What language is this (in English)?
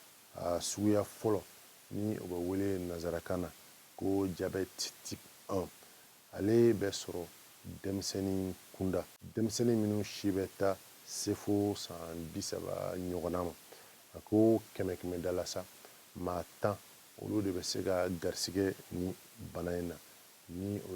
Bambara